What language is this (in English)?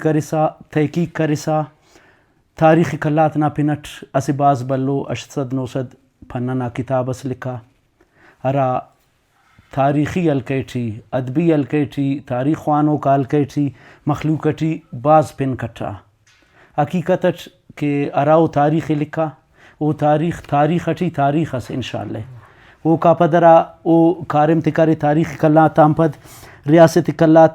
Brahui